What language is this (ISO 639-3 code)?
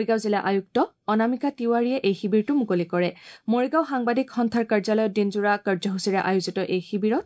asm